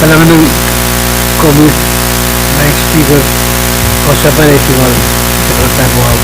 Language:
Pohnpeian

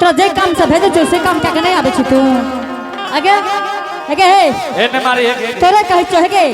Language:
Angika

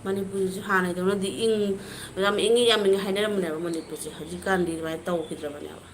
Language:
Manipuri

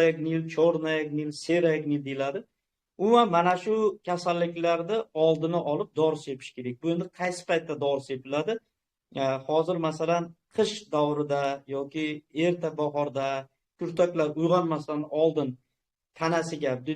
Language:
Uzbek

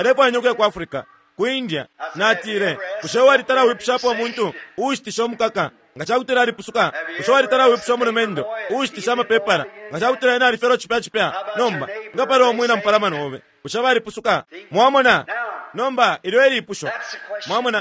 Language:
Bemba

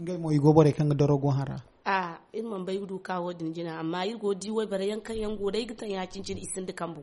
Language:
Zarma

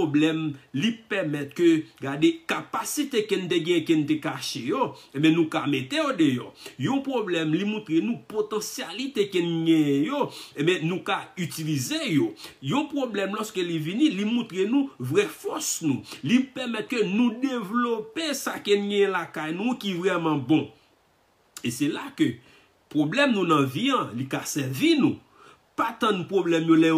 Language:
Haitian Creole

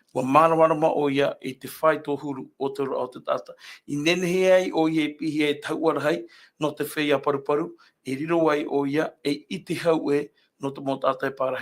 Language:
Tahitian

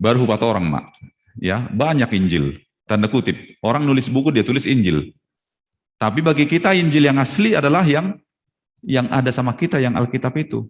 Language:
Batak Toba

